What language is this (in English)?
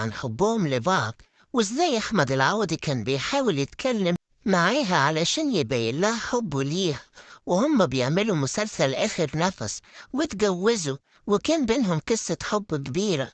Egyptian Arabic